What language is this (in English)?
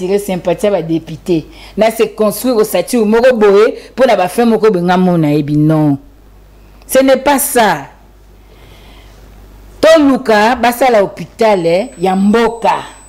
Lingala